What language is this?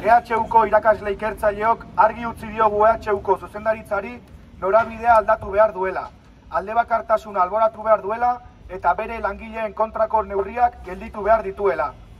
Basque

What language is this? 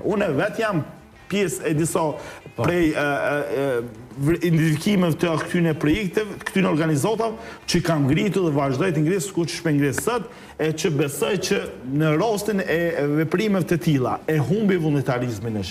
Albanian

